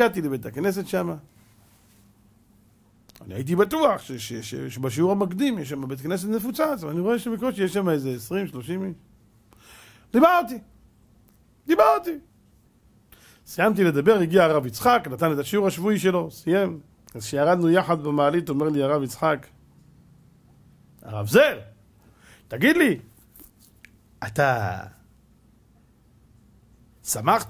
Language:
Hebrew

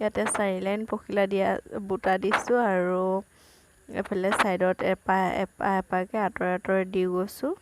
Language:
Assamese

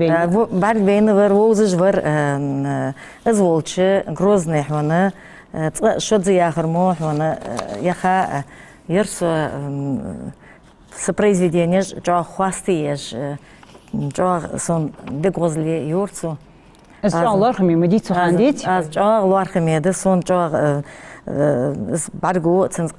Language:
Ingush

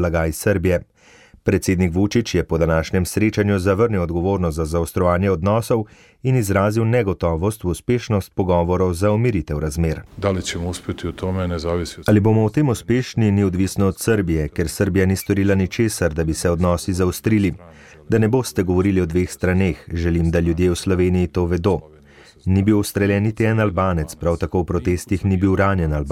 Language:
Slovenian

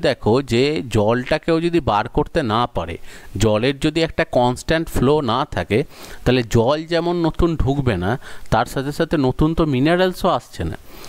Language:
Bangla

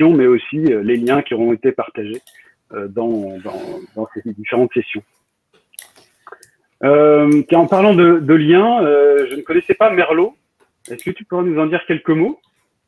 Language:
French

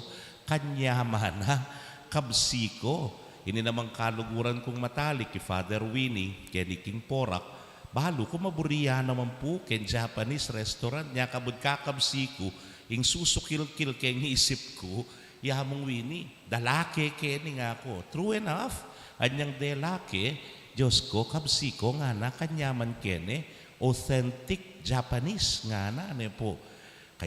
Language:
Pampanga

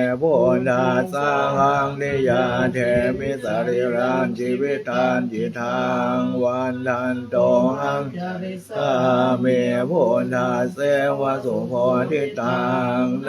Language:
Pali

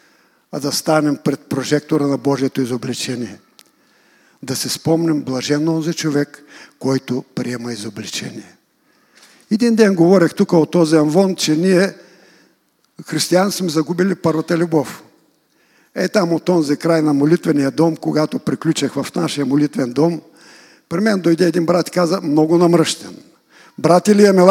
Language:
Bulgarian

